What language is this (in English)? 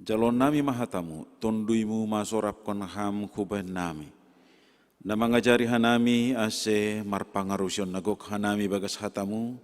Batak Simalungun